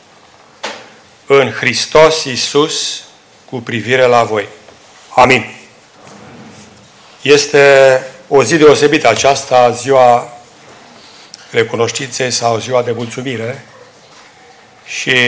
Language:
Romanian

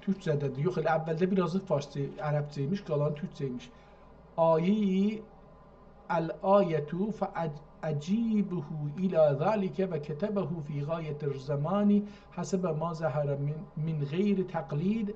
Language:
South Azerbaijani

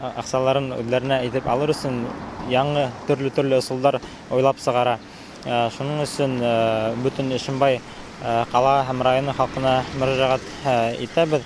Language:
Bashkir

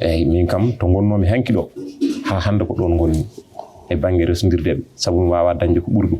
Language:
Fula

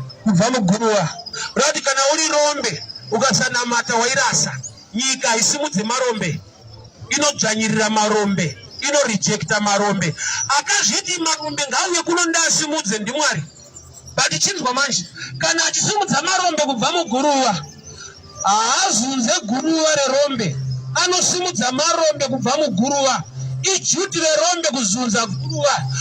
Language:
Shona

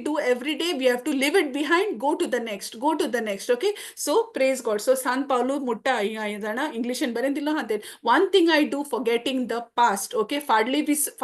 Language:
Konkani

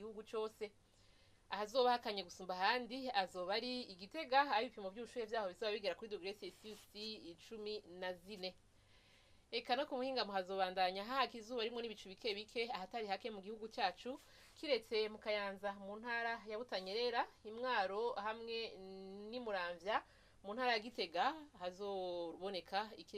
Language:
Rundi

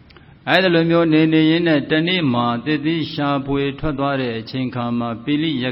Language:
Burmese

